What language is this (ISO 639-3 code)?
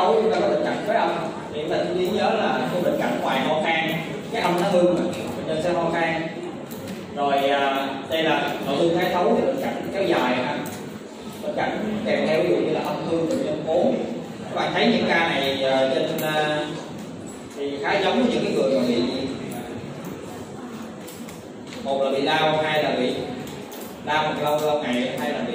vie